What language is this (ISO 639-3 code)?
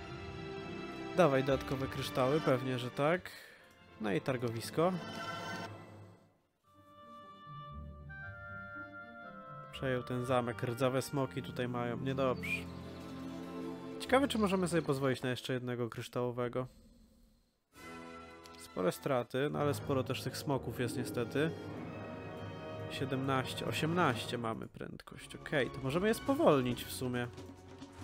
pol